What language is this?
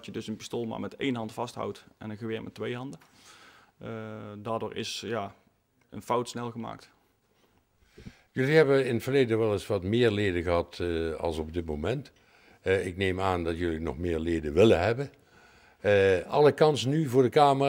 Dutch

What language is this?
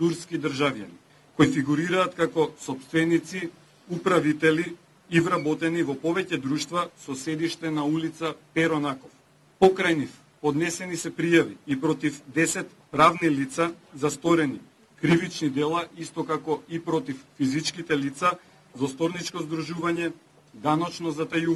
Macedonian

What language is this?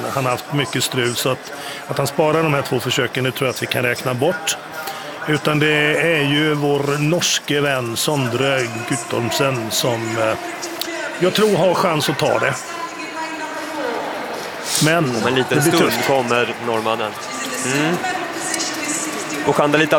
Swedish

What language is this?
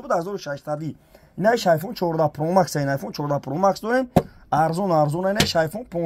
Tajik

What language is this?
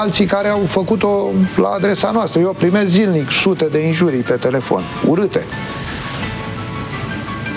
Romanian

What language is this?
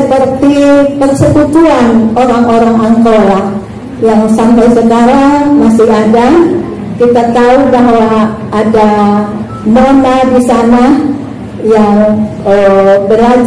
Batak Angkola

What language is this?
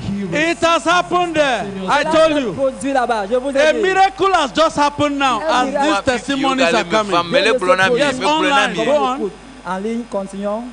Ewe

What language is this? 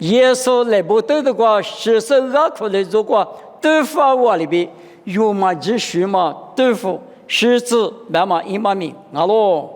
Lisu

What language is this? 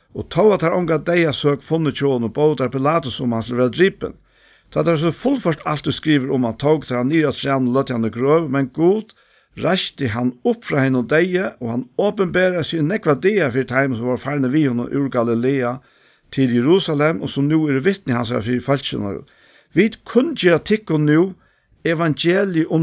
Faroese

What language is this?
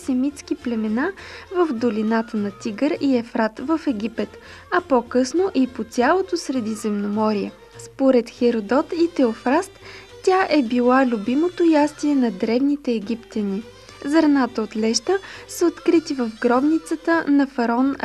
Bulgarian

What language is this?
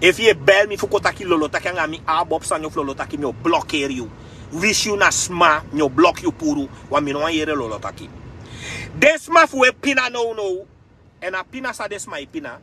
Sranan Tongo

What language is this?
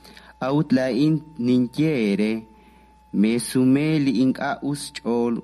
Kekchí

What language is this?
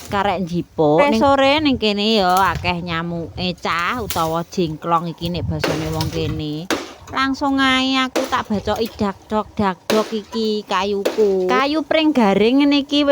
Javanese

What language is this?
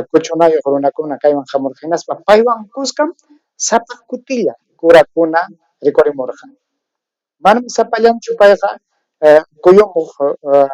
Ayacucho Quechua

